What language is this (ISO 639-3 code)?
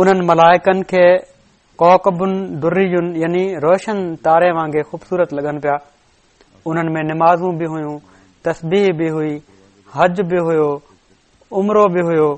snd